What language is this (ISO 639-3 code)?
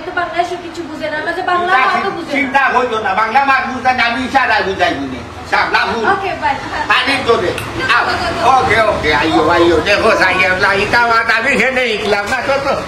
syl